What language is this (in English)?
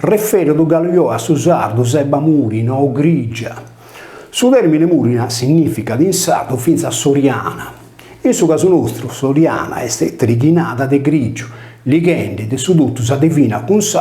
Sardinian